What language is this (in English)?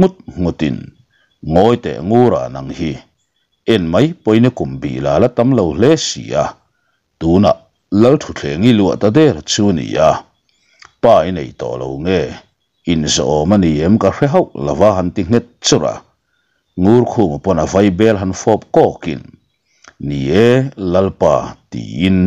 Mizo